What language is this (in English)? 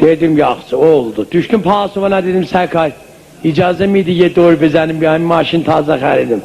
South Azerbaijani